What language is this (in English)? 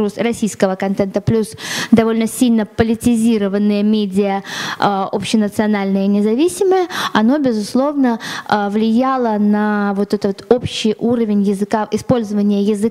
Russian